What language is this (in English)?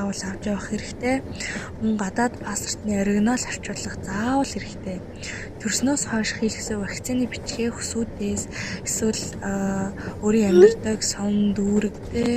Mongolian